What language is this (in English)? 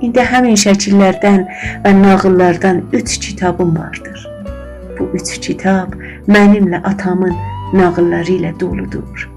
South Azerbaijani